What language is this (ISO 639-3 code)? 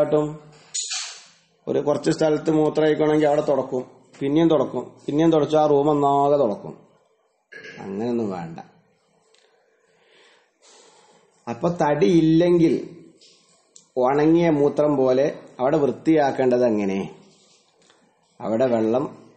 mal